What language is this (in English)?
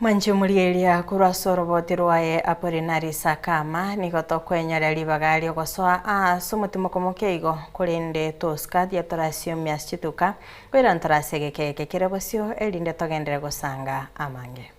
Gusii